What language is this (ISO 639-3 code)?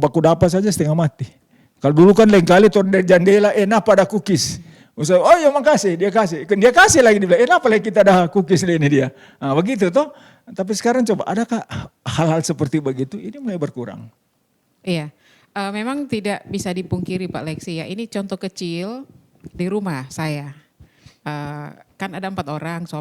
xmm